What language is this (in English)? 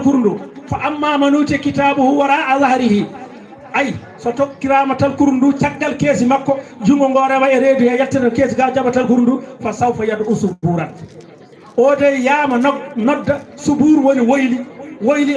Fula